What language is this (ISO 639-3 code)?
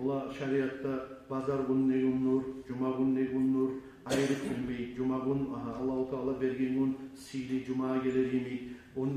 kum